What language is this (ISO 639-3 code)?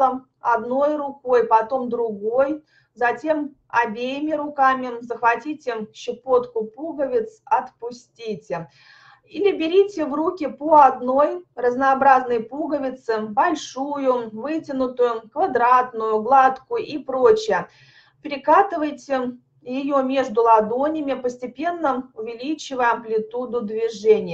rus